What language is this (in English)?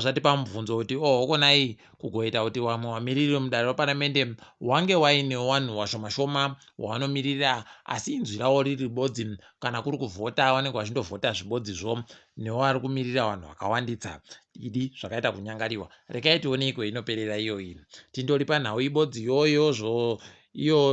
Ndau